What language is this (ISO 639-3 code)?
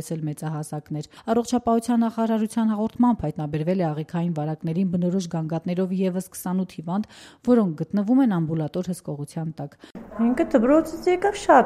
hye